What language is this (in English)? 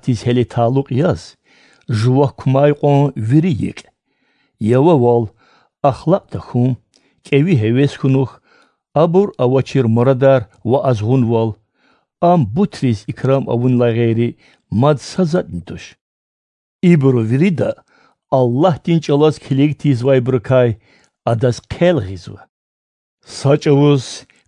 Lezghian